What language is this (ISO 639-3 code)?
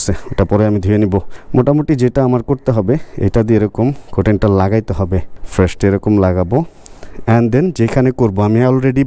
ben